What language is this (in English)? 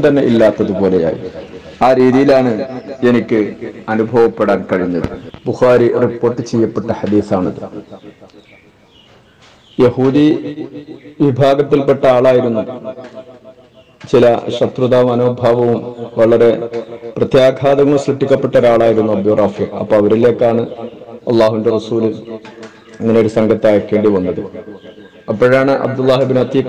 Malayalam